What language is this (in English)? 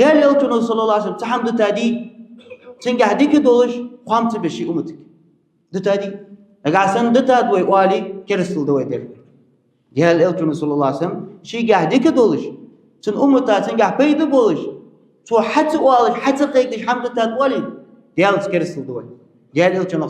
Ingush